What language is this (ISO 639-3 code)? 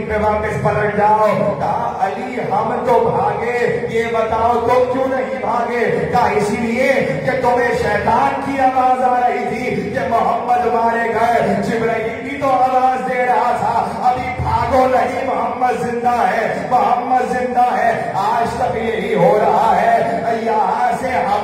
urd